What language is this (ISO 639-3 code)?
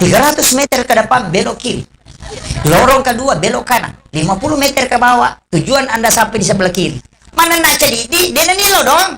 bug